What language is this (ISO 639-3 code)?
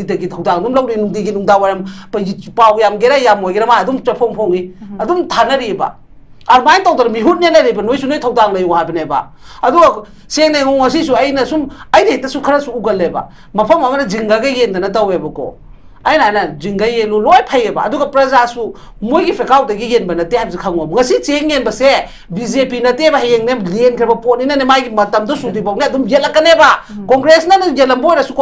mni